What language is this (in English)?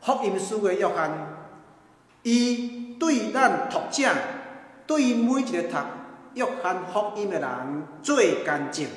Min Nan Chinese